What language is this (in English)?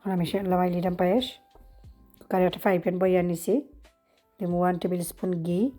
Sylheti